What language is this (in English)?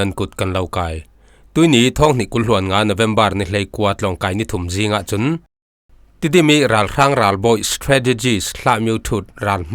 Falam Chin